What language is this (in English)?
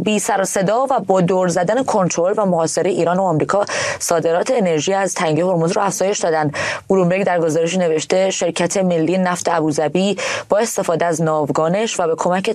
Persian